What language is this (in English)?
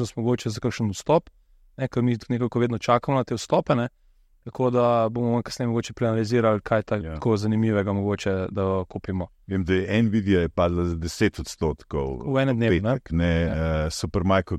Slovenian